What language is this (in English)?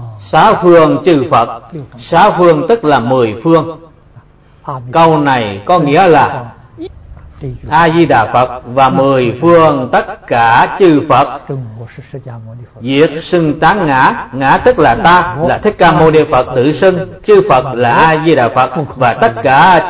Vietnamese